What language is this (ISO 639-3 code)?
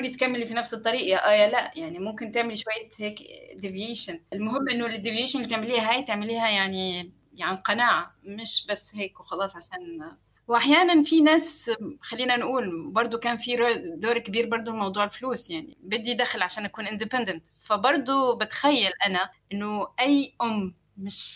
apc